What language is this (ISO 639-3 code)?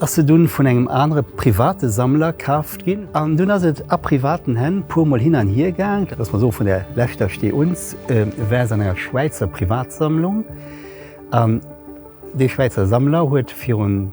ltz